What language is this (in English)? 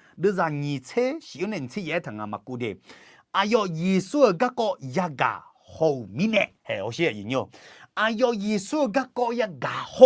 Akha